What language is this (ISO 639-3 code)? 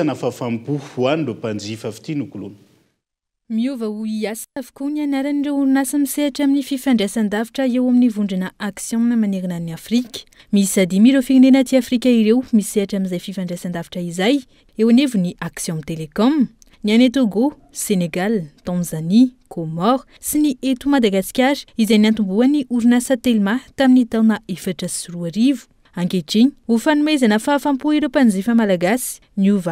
mlg